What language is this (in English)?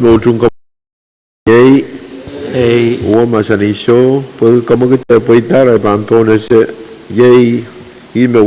Pohnpeian